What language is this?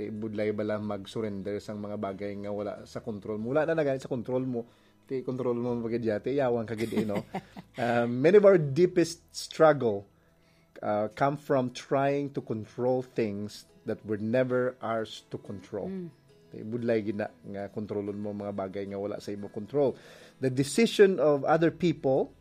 Hiligaynon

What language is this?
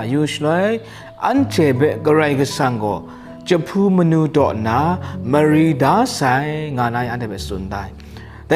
Kachin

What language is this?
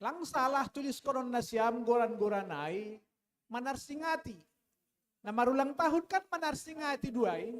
Batak Simalungun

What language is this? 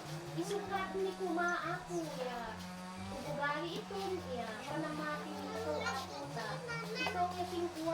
Isnag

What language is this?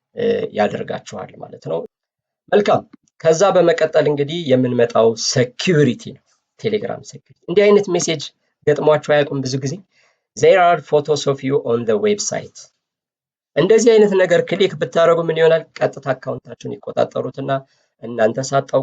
Amharic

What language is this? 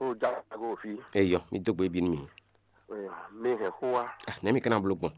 Fon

